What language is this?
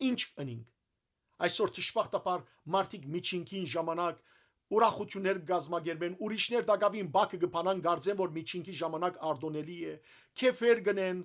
Western Armenian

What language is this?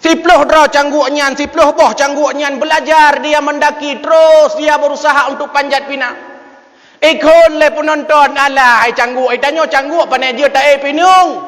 Achinese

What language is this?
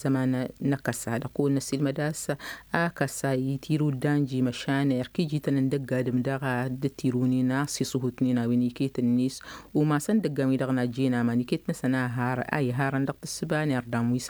Tamasheq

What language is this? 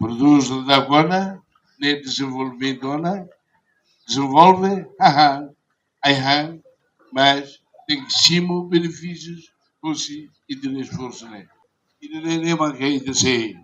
Tetum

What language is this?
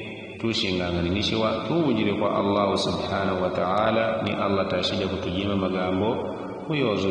Yao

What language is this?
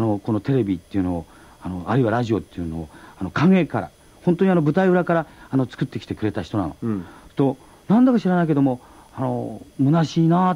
Japanese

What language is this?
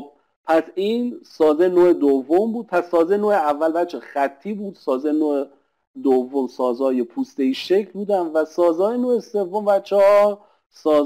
Persian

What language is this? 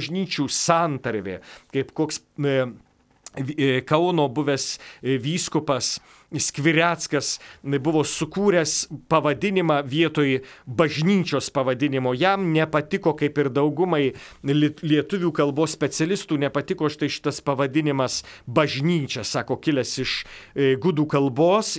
Lithuanian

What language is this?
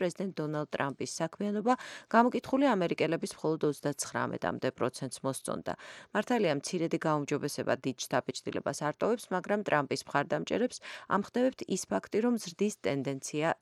Georgian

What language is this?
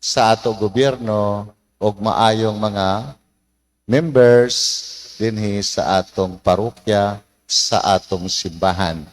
Cebuano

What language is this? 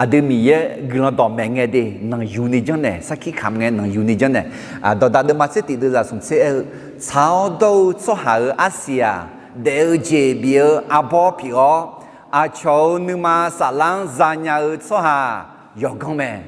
Akha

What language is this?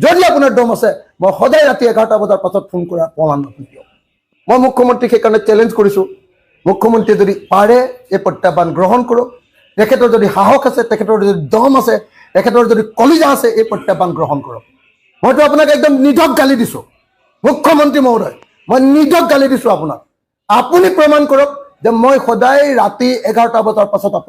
Assamese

